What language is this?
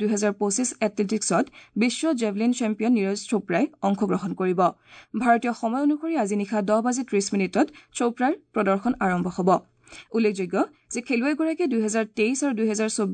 Assamese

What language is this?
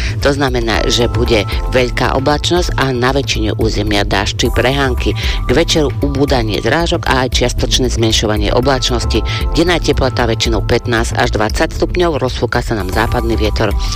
Slovak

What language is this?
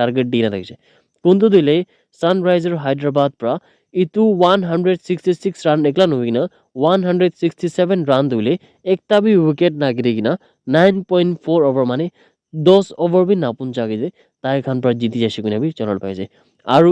Naga Pidgin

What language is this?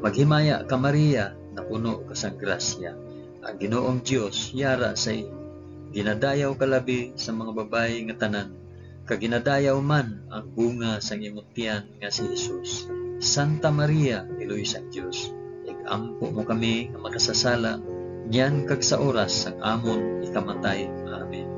Hiligaynon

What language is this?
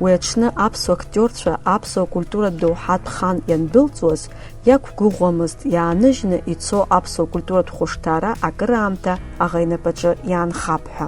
Abkhazian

